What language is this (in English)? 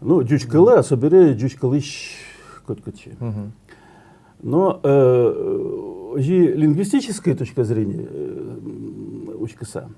Udmurt